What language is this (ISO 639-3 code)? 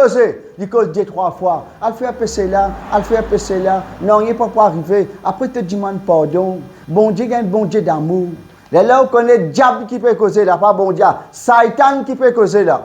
mfe